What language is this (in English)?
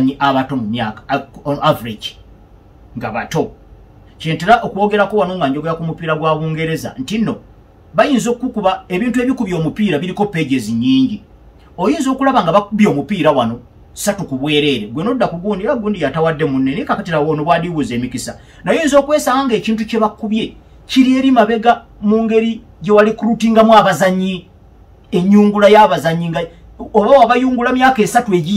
Ganda